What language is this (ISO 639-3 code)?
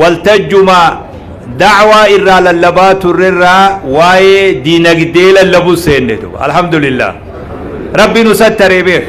orm